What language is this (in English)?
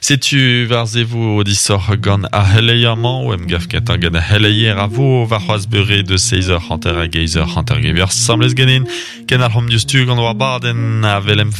Breton